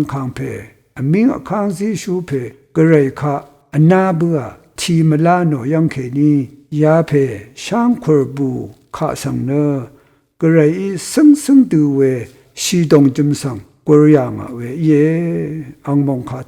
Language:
Rawang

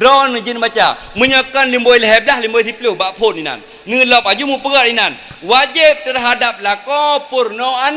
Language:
Achinese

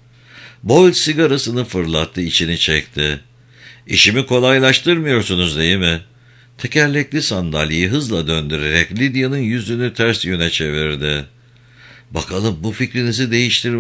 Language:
Turkish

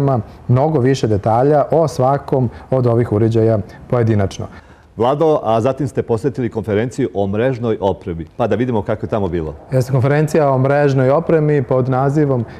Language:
Serbian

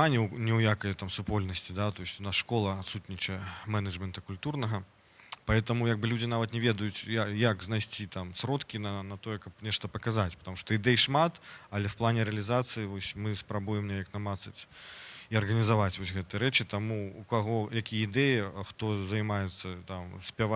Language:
Belarusian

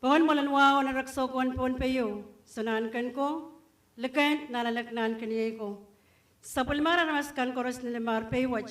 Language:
Pohnpeian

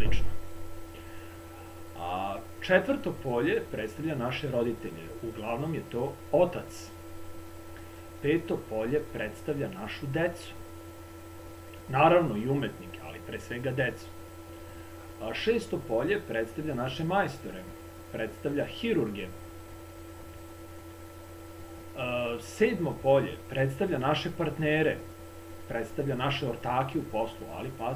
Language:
Serbian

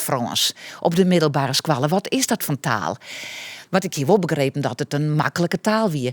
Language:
Western Frisian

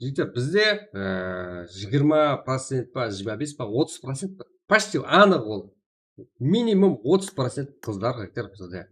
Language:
Kara-Kalpak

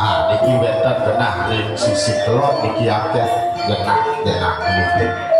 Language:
Balinese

